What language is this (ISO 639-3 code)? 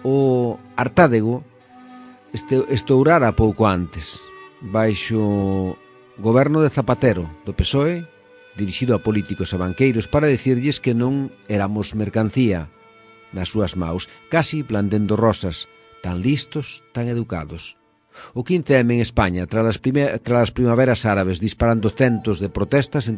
glg